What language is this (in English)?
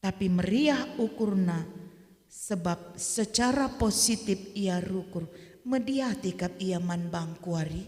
Batak Karo